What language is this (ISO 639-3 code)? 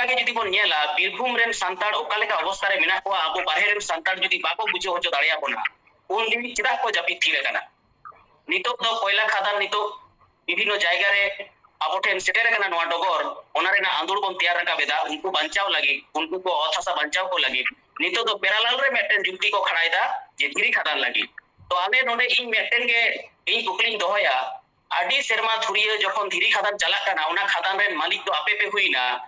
sat